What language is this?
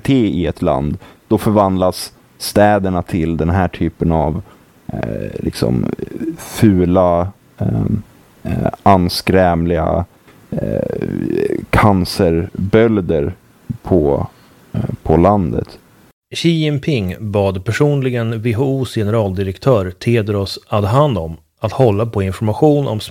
Swedish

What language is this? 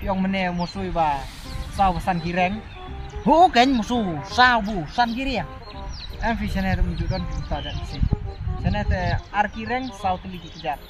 Khasi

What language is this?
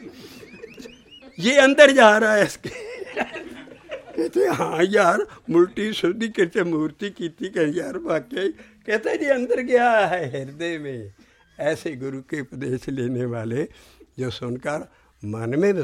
Punjabi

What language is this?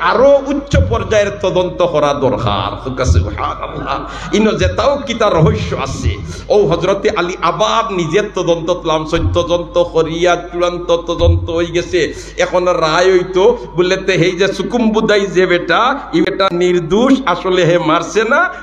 Sylheti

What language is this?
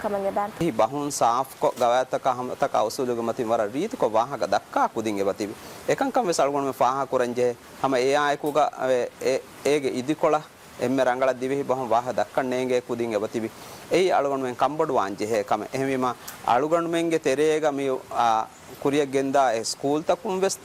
Divehi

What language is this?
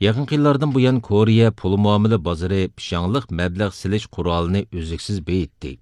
Uyghur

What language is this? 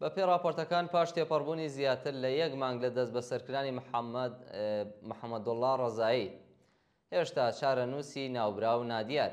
Central Kurdish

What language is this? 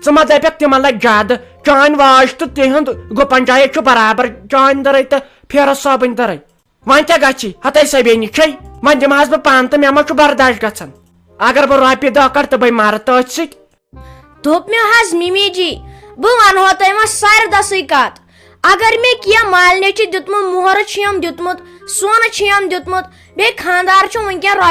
Kashmiri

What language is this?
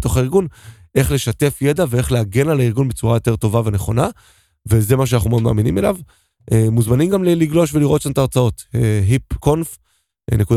Hebrew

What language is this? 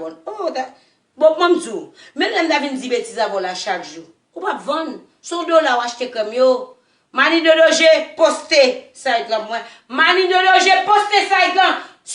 Haitian Creole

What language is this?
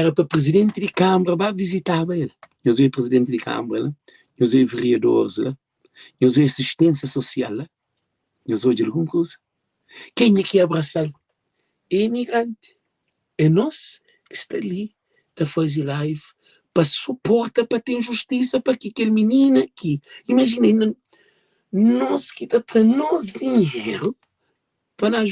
Kabuverdianu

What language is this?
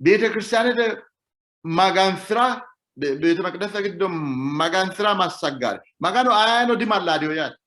Sidamo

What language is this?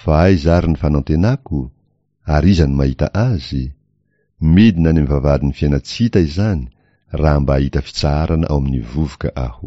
Malagasy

